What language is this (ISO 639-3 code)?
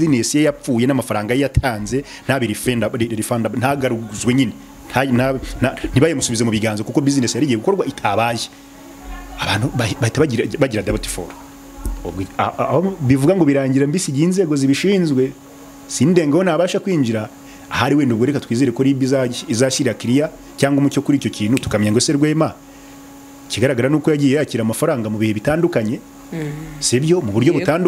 kin